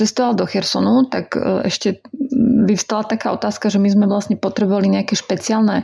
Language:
Slovak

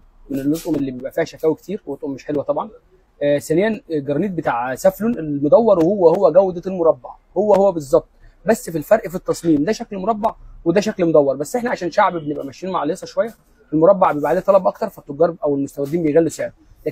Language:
Egyptian Arabic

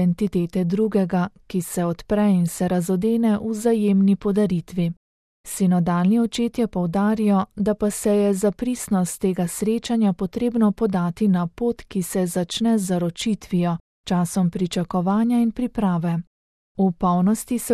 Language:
Slovenian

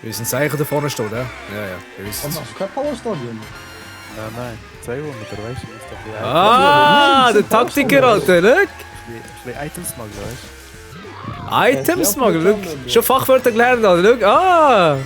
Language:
Swiss German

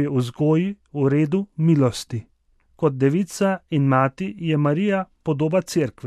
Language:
Slovenian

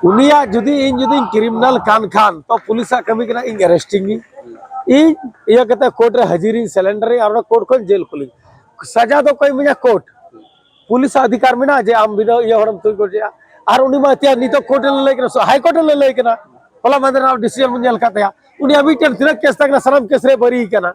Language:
Santali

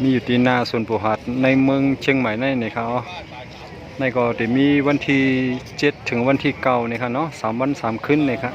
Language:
Shan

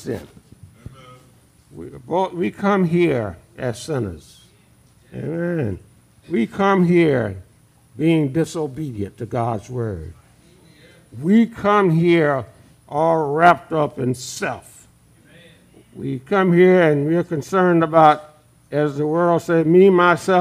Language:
English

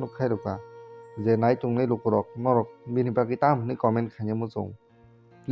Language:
Kok Borok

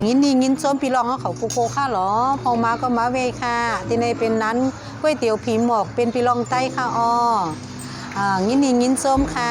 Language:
Shan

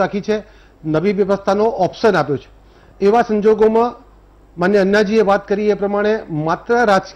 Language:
Gujarati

